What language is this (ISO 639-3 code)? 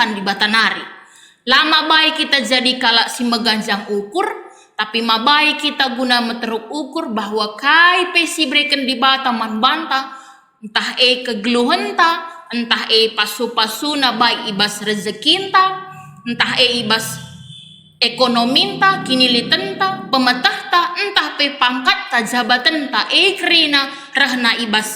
btx